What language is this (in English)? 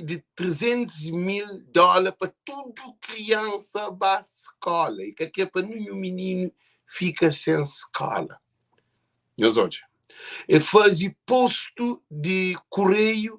Kabuverdianu